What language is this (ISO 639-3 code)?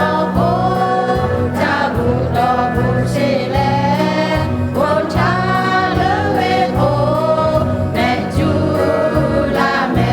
lhu